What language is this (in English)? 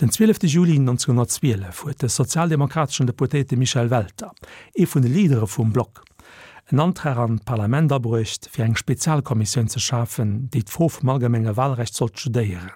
Luxembourgish